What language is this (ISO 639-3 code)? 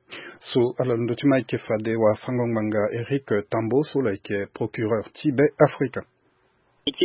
sag